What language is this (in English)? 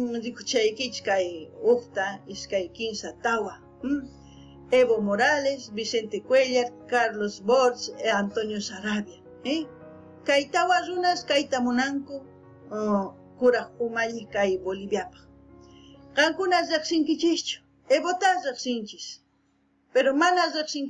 South Bolivian Quechua